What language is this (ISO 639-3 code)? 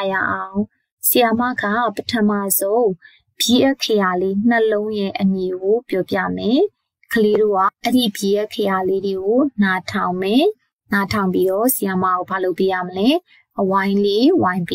mya